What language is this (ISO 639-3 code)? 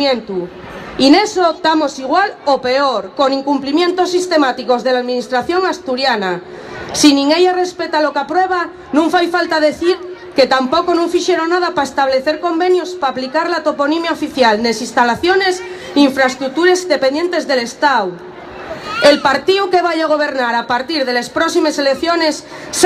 ast